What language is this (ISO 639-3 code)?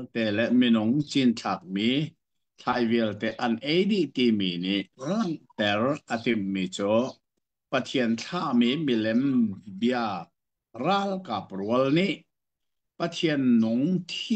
cnh